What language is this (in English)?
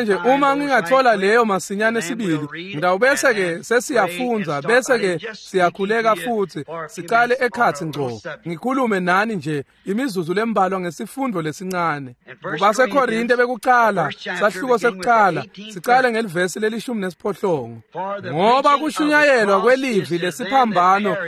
Swati